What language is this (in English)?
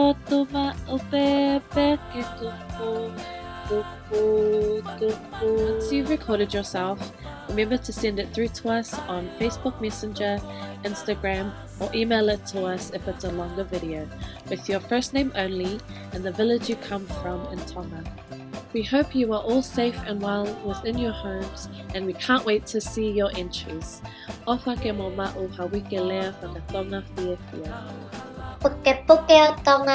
Tongan